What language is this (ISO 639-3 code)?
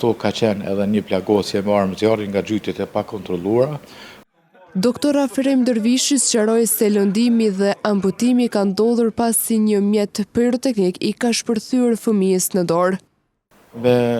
sqi